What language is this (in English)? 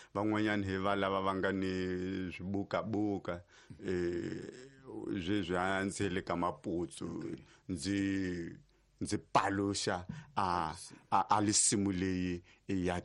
Tsonga